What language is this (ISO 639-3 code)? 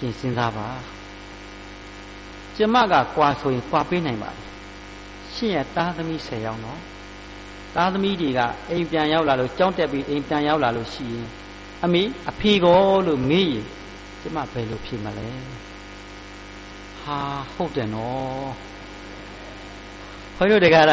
mya